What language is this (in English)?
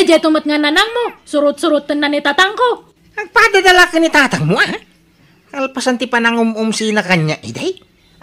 Iloko